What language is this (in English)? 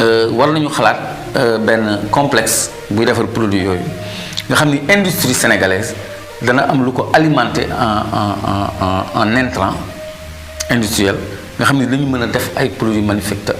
Wolof